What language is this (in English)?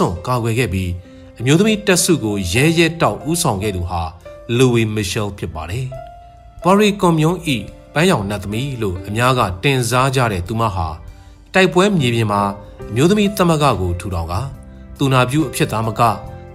Burmese